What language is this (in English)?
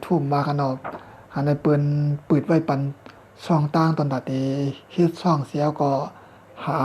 Shan